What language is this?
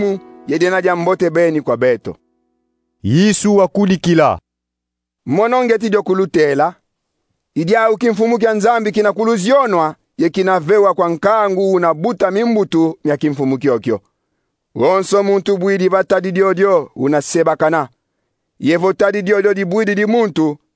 Kongo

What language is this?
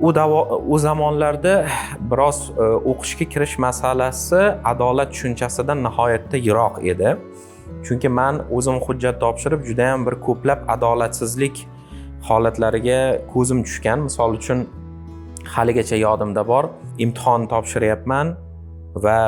Uzbek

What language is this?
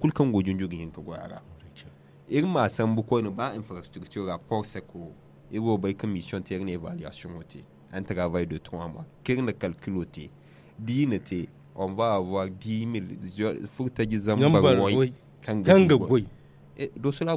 Zarma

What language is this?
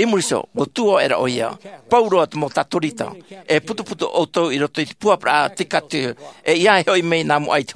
Tahitian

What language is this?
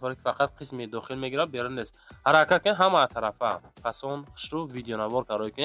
Tajik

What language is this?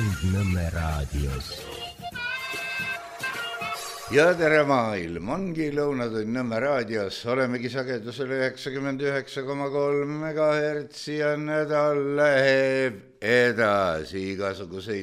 Estonian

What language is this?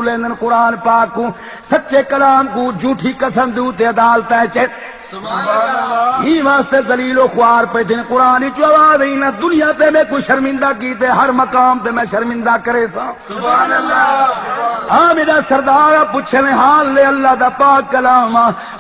Saraiki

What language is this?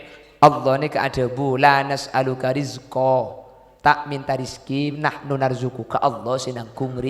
Madurese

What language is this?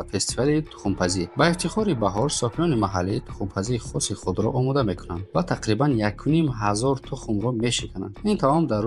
Tajik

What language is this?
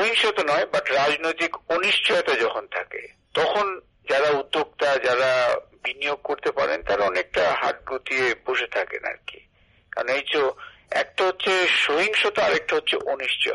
Bangla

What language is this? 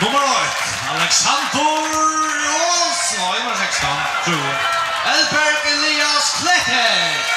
Faroese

